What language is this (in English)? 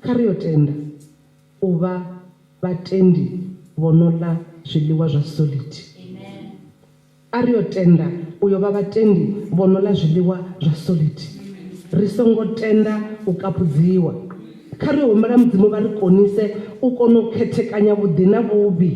Venda